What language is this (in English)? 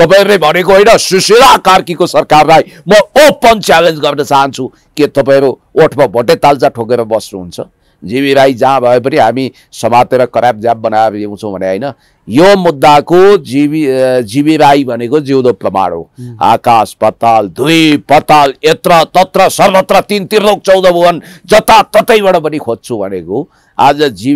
Nepali